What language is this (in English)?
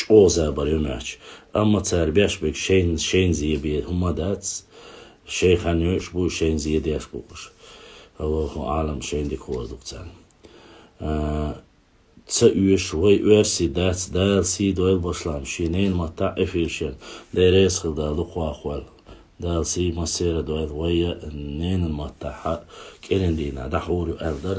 Chechen